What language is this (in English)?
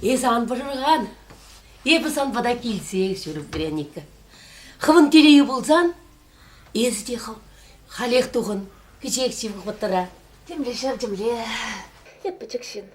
Chuvash